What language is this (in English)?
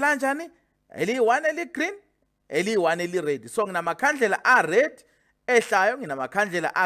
Zulu